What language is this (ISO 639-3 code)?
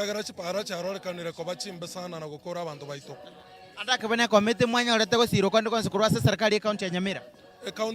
guz